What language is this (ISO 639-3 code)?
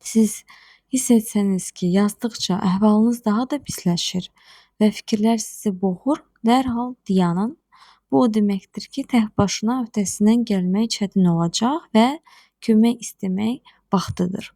aze